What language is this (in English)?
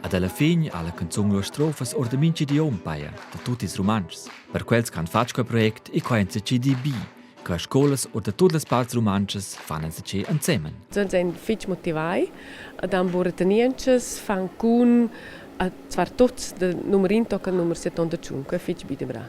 Romansh